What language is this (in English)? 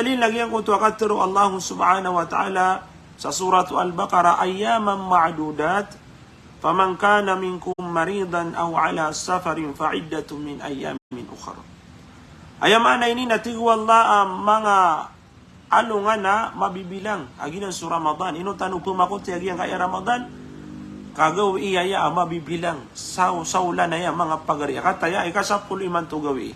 Maranao